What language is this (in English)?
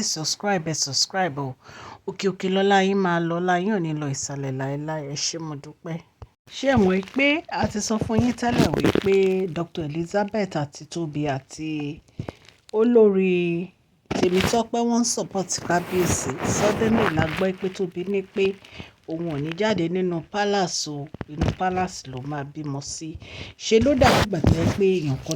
Yoruba